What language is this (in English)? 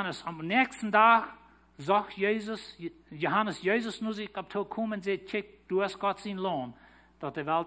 Plautdietsch